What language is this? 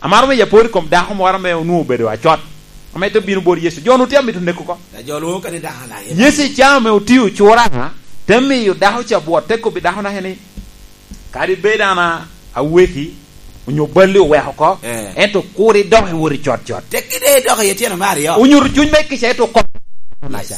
Lango (Uganda)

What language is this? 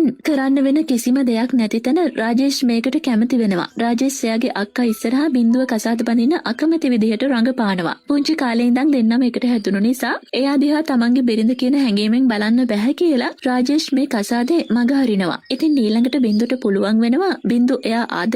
Sinhala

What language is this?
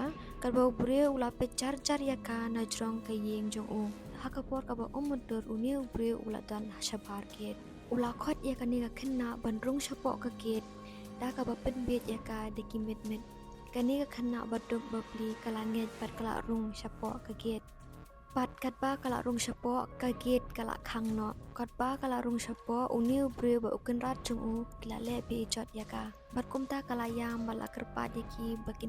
Khasi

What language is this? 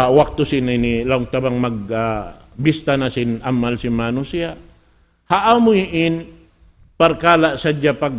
Tausug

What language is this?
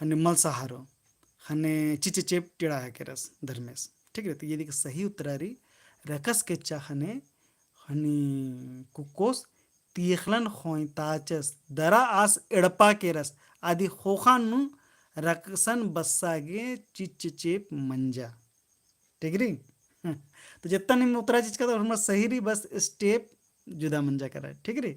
Kurukh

